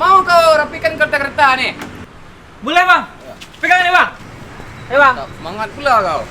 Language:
Minangkabau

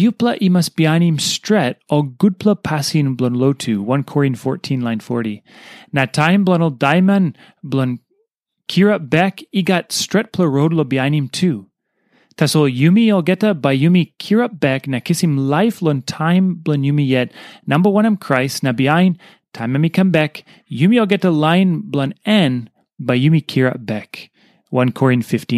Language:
Tok Pisin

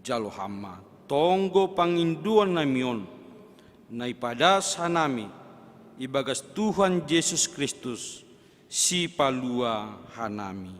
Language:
Batak Simalungun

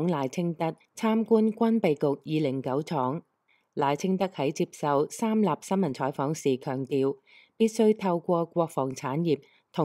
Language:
Cantonese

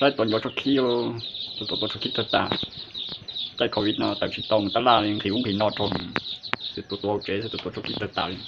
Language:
Hmong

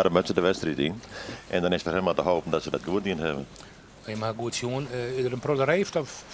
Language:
Western Frisian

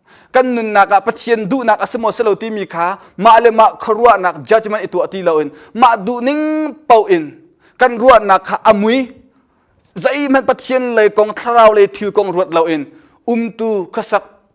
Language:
Hakha Chin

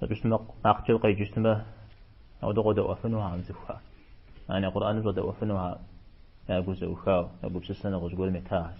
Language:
Kabardian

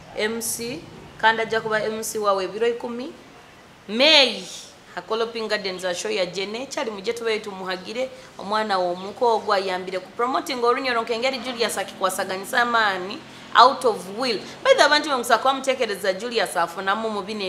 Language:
Nyoro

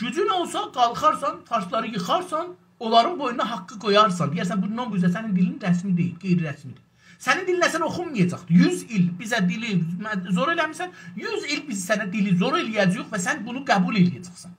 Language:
South Azerbaijani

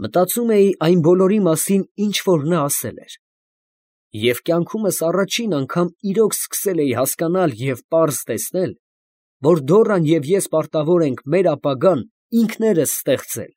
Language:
Armenian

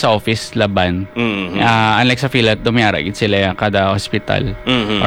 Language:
Hiligaynon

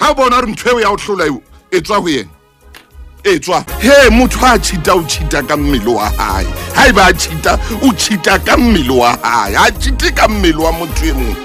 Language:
Southern Sotho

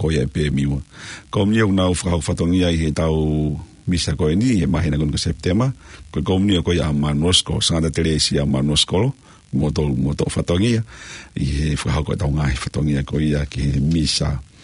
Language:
Tongan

